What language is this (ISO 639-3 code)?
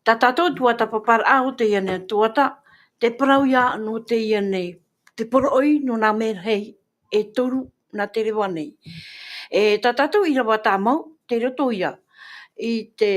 tah